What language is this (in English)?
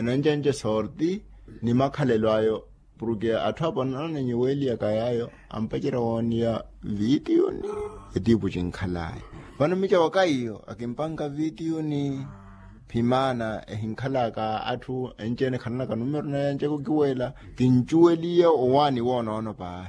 Makhuwa